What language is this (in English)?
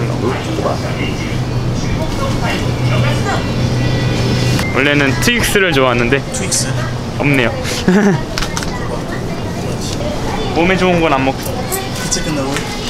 Korean